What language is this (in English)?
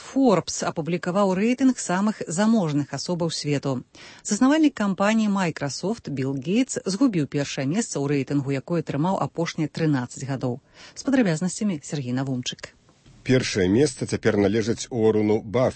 Belarusian